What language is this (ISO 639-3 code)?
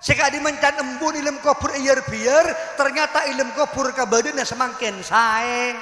mad